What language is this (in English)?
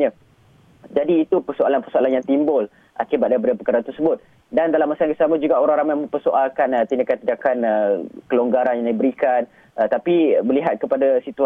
Malay